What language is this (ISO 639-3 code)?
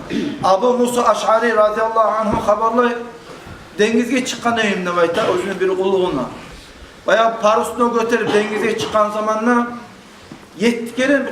kum